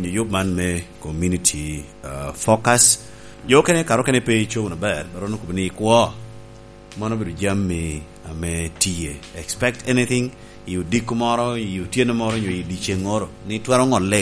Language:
Lango (Uganda)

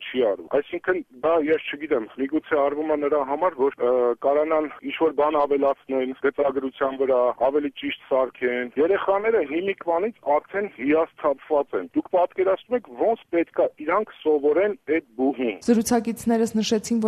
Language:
Armenian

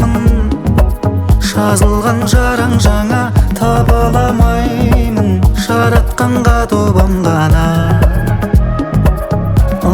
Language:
Kazakh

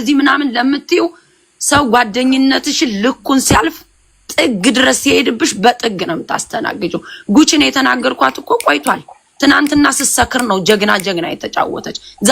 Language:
Amharic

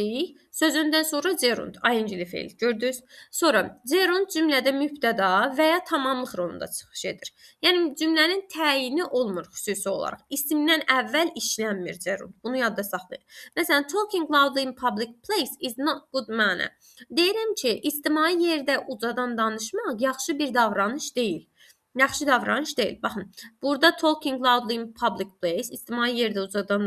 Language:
Azerbaijani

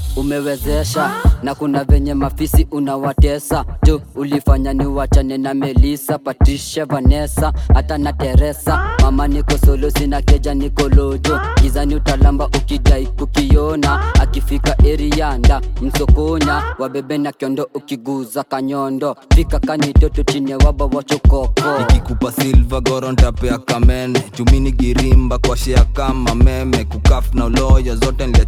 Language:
Swahili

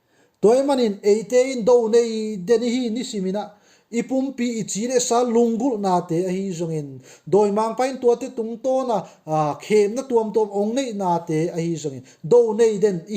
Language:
Tedim Chin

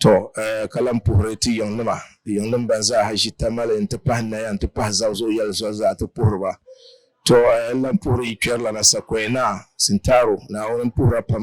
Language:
Dagbani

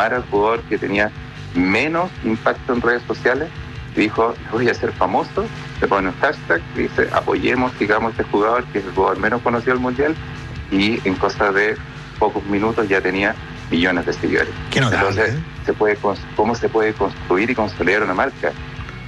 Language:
Spanish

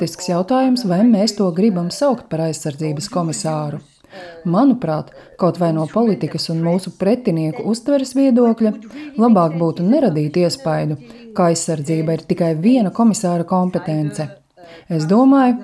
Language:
Latvian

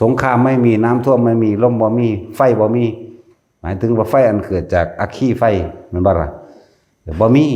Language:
Lao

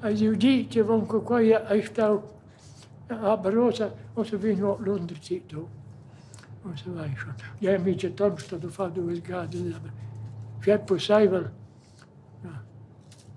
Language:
Romansh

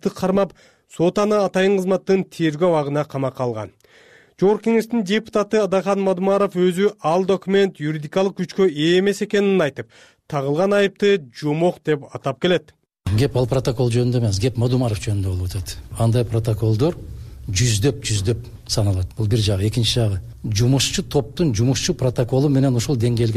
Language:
Kyrgyz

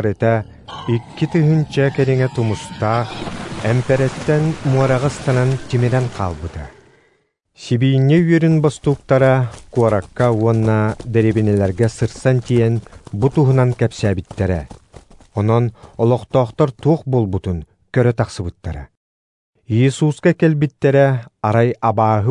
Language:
Yakut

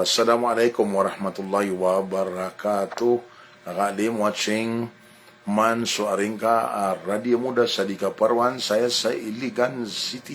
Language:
Maranao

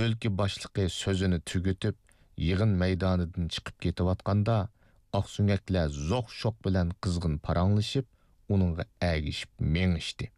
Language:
Uyghur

